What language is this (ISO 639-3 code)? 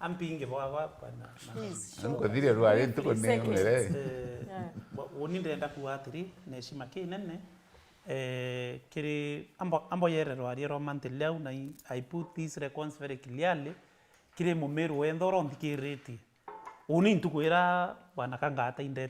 mer